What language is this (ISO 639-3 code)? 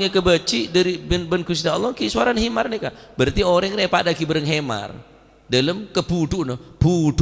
mad